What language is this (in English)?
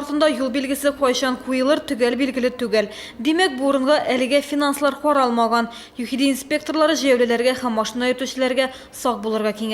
Tatar